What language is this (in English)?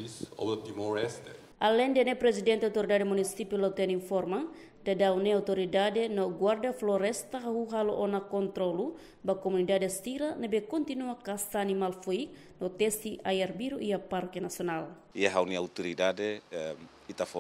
Tetum